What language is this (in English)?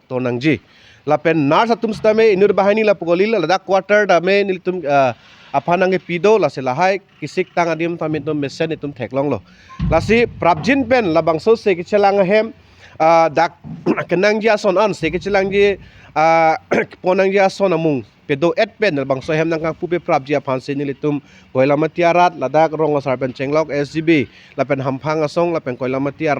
Karbi